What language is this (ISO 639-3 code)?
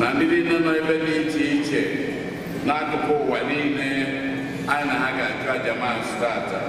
ibo